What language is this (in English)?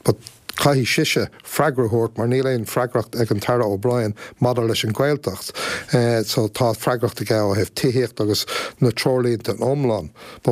Irish